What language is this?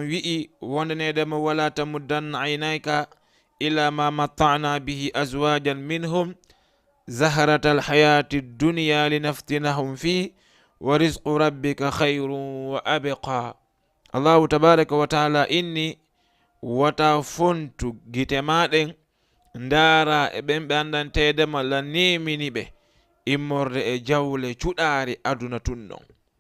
Fula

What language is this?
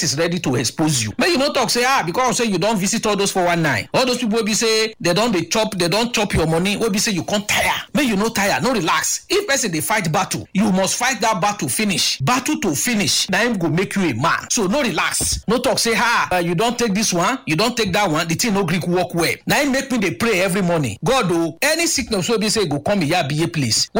Nigerian Pidgin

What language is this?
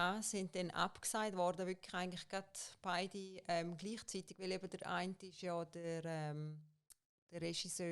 Swiss German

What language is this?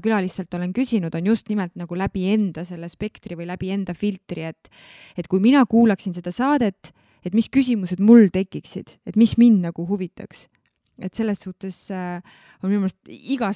Estonian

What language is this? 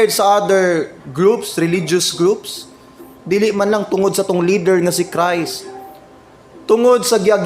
Cebuano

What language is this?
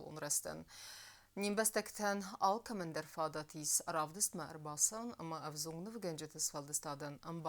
Ossetic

